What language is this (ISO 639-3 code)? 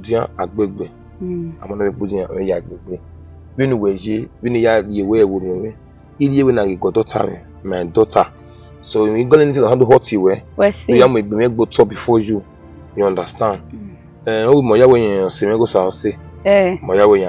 bin